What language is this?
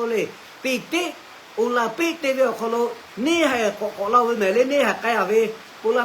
Lahu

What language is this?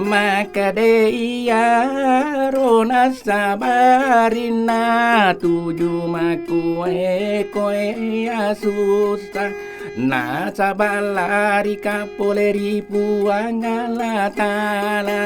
Buginese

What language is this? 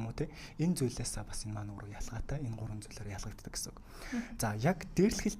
Mongolian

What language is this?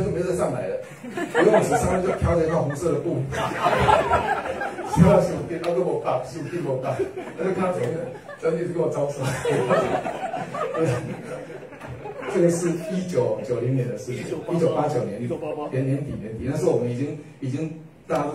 Chinese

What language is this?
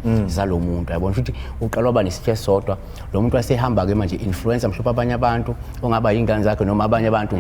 Zulu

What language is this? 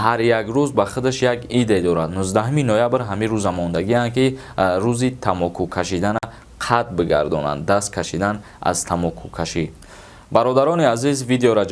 Tajik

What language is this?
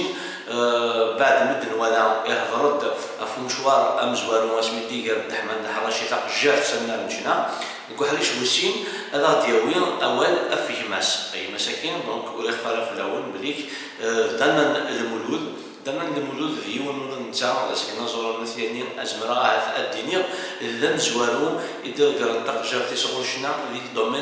Kabyle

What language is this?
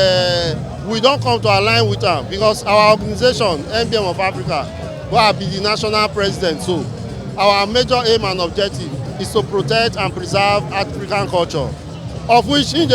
Nigerian Pidgin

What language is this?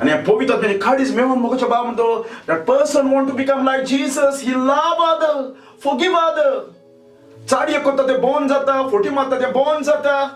Konkani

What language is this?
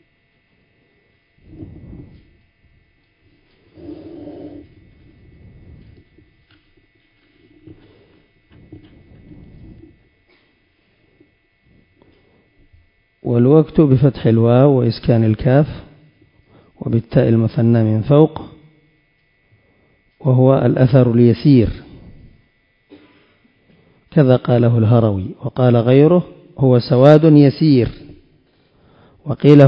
Arabic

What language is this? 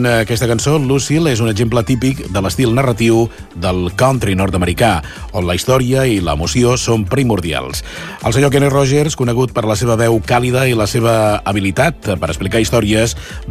Catalan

